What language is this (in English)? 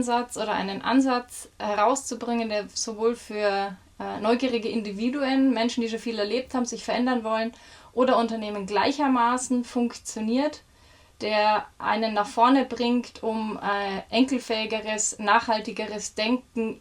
Bavarian